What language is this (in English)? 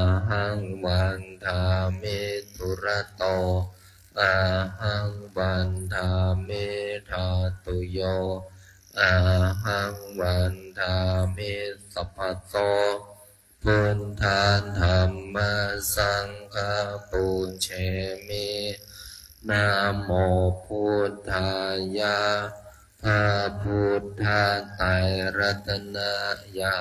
Pali